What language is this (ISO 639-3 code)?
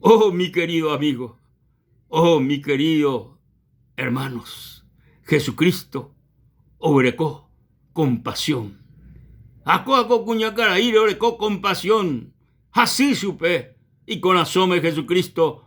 grn